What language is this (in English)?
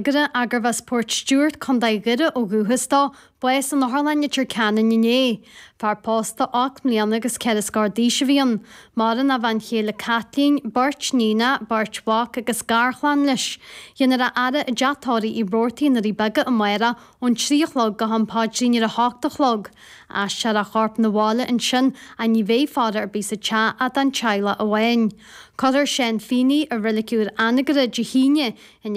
Irish